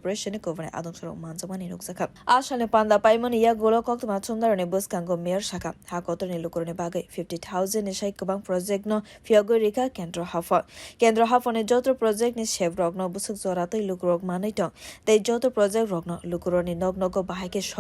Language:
Kok Borok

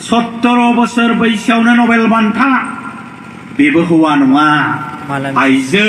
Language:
Bodo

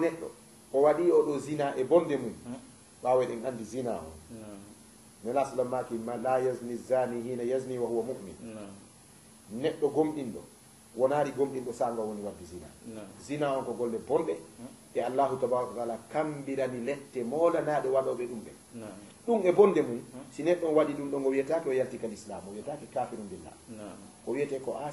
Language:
Fula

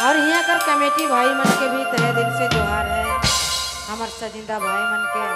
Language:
Sadri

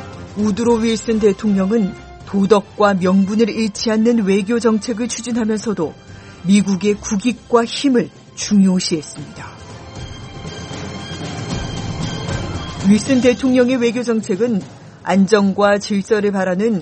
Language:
Korean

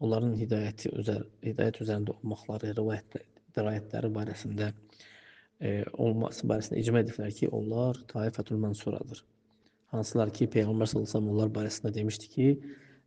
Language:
Azerbaijani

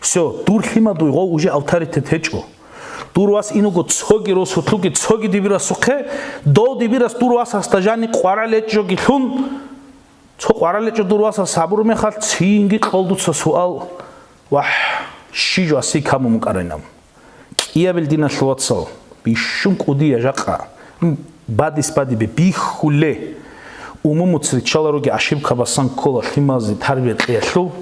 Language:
Avaric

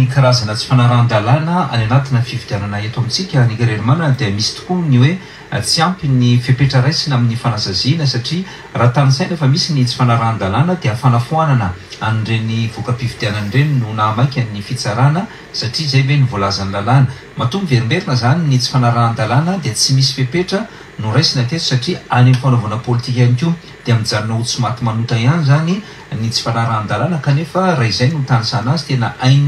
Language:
Malagasy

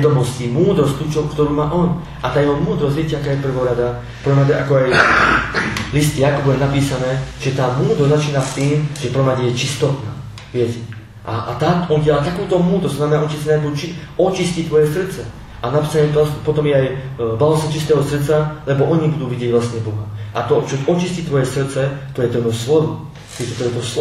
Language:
Slovak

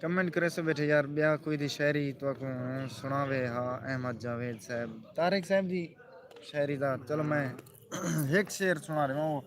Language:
Saraiki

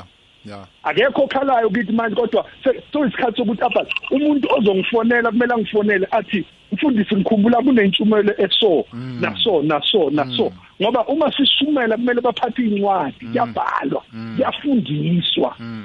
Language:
South Ndebele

